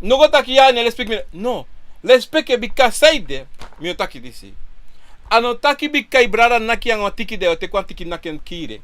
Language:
Sranan Tongo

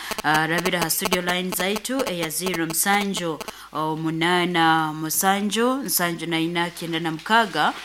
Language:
Nyoro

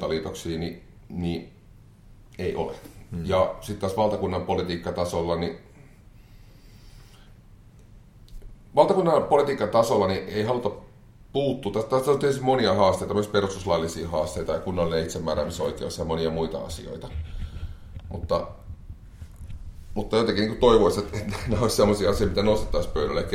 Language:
Finnish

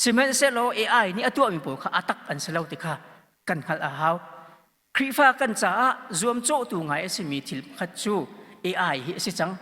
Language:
Hakha Chin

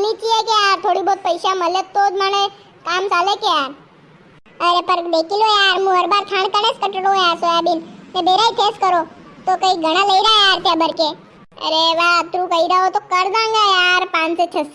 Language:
Rajasthani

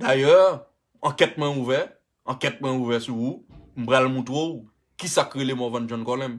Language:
Haitian Creole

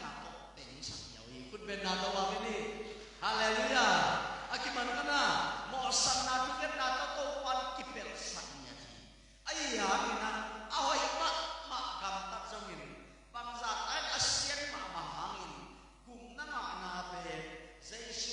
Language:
Tedim Chin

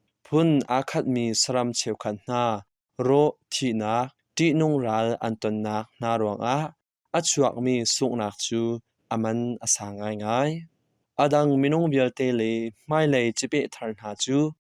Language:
Hakha Chin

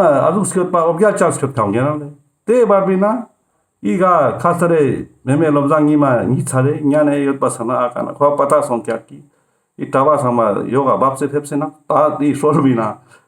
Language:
Ladakhi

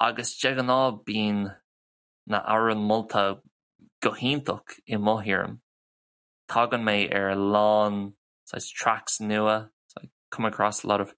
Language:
Irish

